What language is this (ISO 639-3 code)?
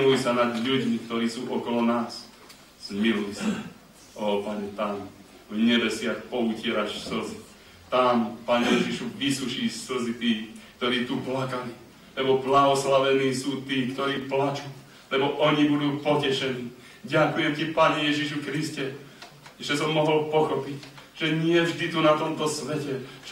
slk